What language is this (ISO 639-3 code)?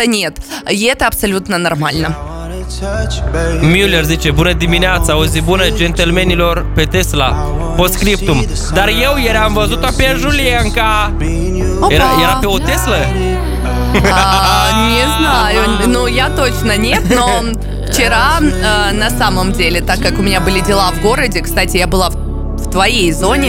rus